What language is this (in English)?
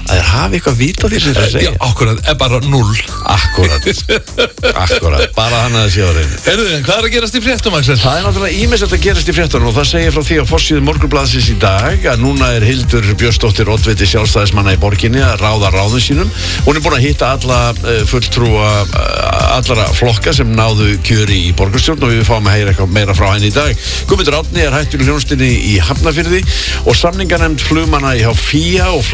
Icelandic